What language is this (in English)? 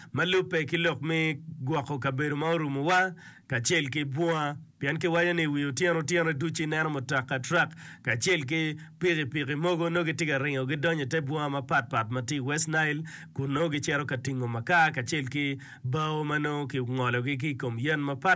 Acoli